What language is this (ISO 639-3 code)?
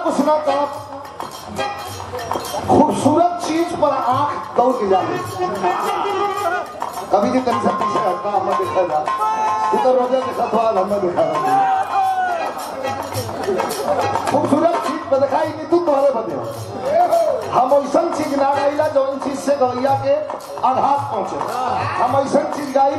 bho